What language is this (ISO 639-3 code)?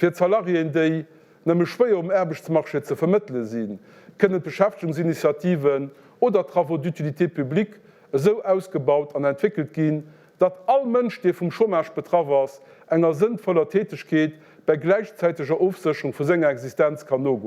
ltz